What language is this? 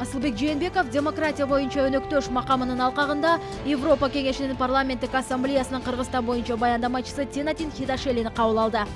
Kyrgyz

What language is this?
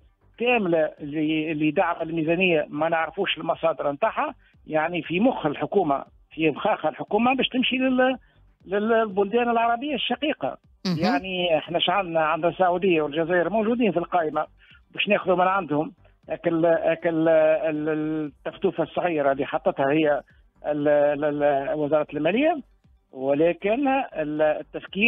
Tunisian Arabic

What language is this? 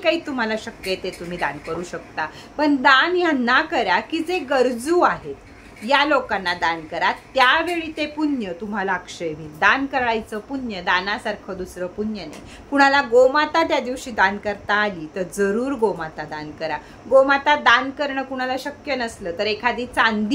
Marathi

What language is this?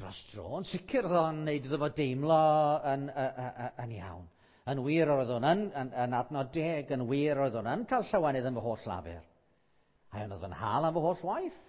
Welsh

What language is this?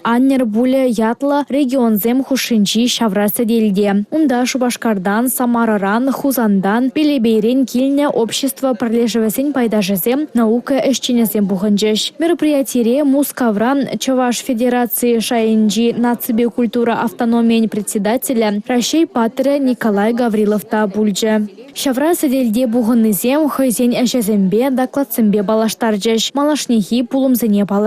Chuvash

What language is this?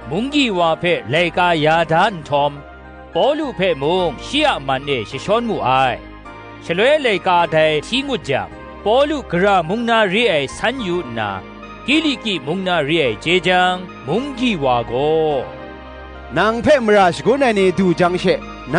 Kachin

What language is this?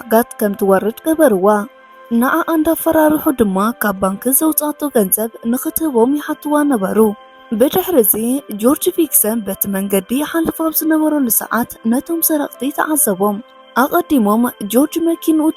Tigrinya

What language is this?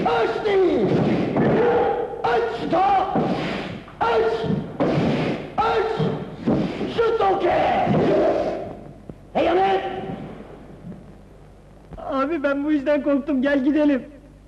Turkish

